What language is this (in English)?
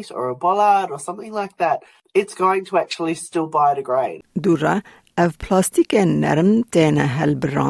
Kurdish